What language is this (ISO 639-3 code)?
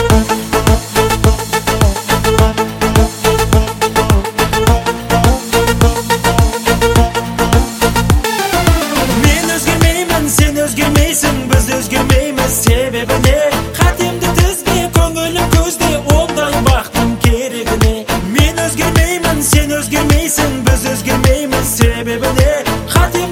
kaz